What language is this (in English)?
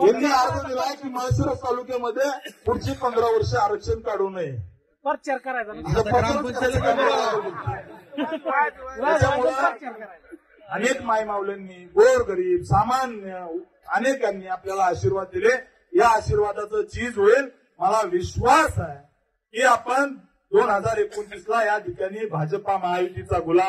Marathi